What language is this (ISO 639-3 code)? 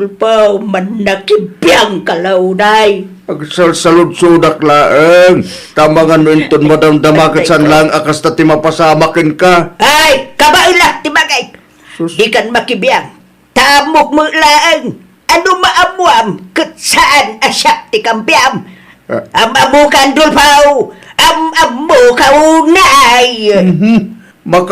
ilo